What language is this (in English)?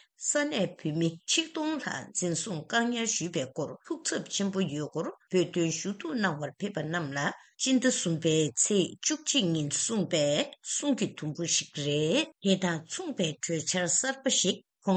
Tibetan